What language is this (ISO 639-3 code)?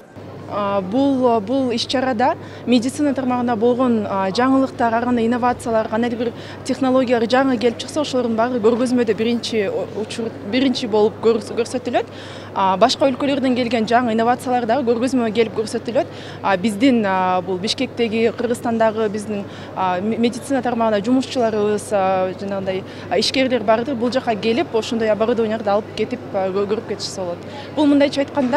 kir